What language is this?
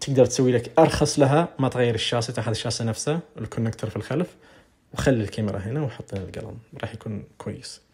Najdi Arabic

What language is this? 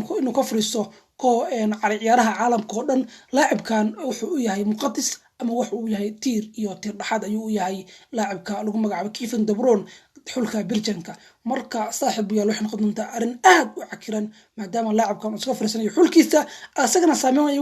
Somali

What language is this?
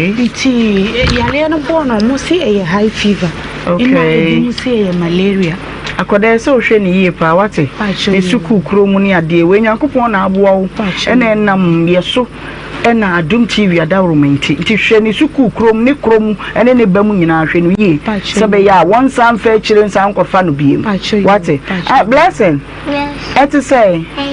Akan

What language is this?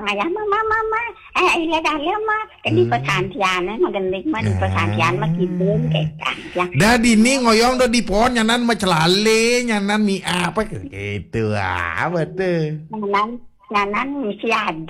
Balinese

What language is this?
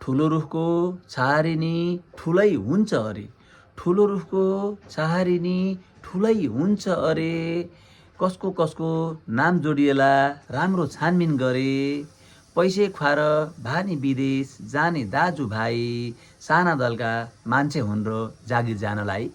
Nepali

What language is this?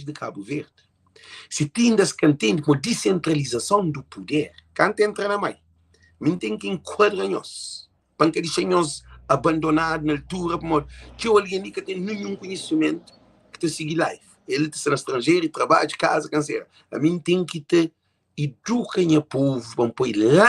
Kabuverdianu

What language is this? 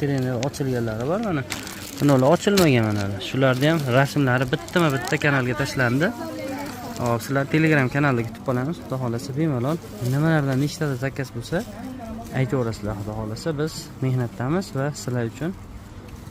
Uzbek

